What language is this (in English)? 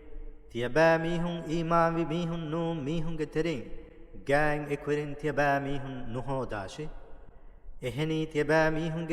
Divehi